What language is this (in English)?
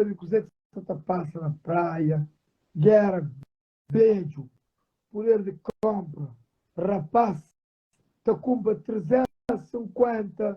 Kabuverdianu